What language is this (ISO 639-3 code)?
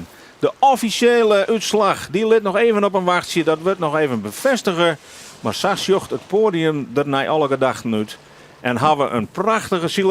fry